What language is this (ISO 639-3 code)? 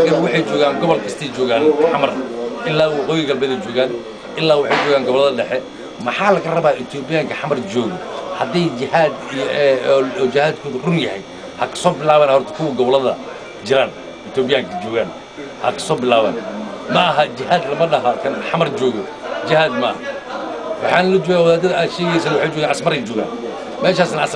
som